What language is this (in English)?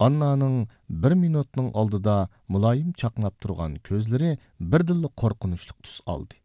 Uyghur